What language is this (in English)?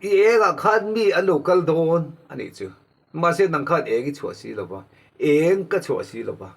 Mizo